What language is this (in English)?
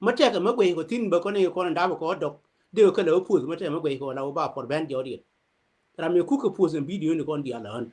Nuer